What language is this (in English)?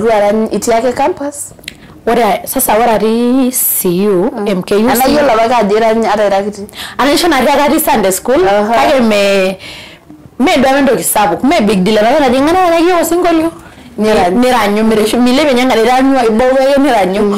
Masai